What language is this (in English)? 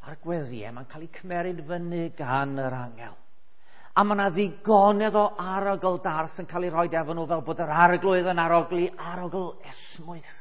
Welsh